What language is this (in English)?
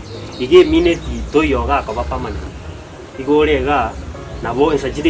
Gusii